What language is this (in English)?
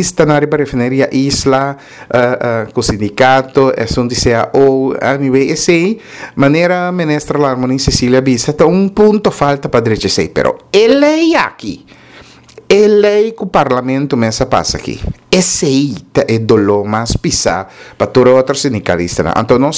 Papiamento